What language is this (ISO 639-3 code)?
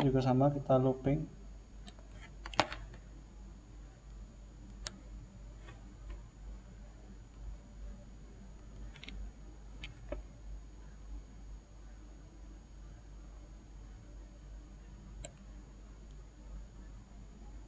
ind